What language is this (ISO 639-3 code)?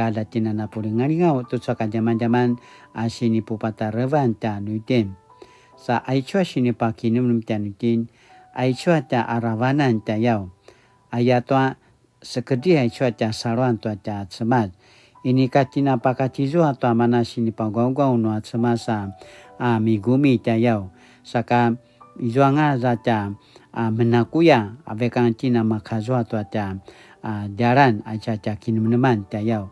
pwn